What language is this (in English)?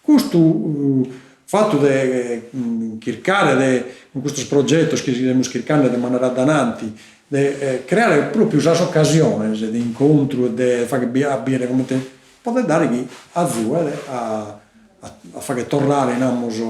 Sardinian